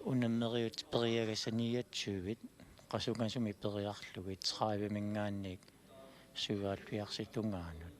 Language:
Kalaallisut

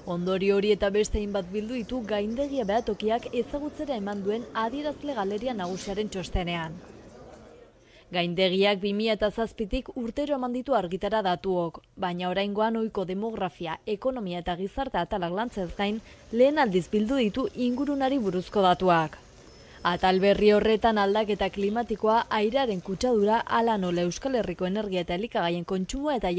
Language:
Basque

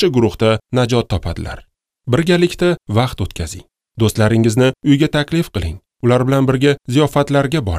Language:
Uzbek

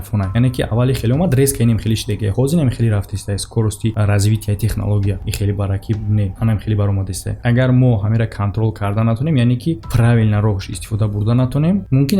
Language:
Tajik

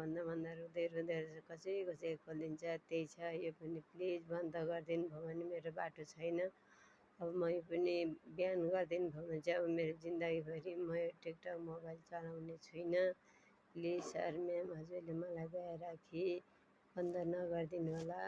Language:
Nepali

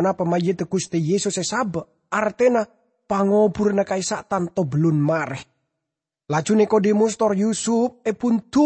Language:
Madurese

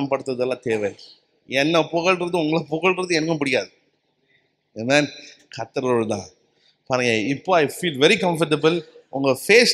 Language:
Tamil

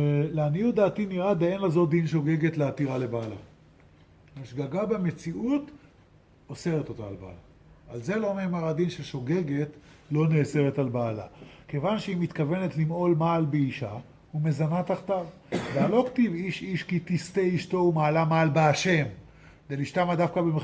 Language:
Hebrew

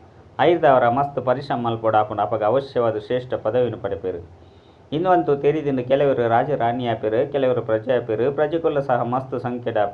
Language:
Tulu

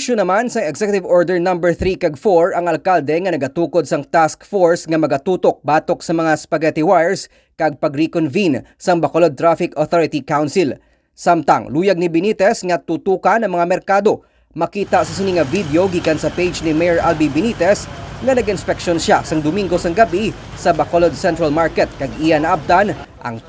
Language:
Hiligaynon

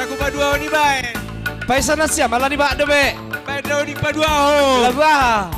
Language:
Batak Simalungun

